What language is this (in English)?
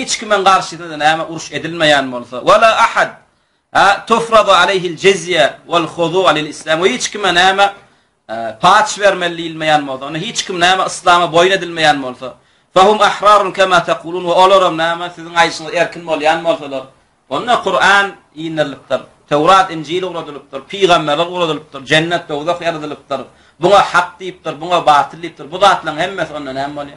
Turkmen